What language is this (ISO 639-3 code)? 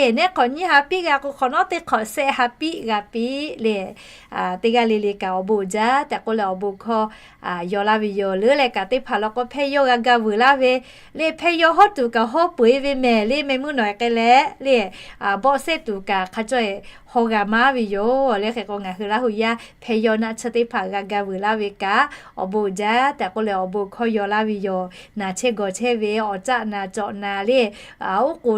lhu